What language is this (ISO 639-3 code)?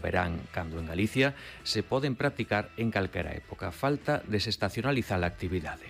glg